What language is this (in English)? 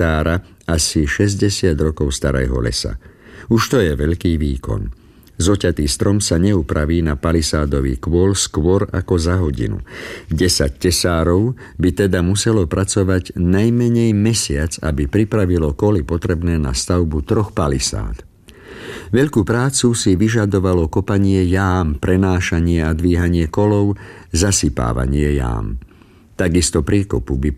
Slovak